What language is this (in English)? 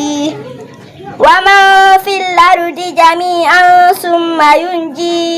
Fula